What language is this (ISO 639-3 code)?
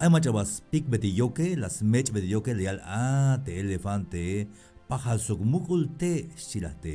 tzh